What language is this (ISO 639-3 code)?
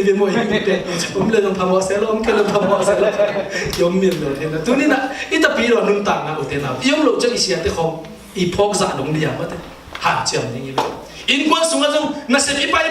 ctd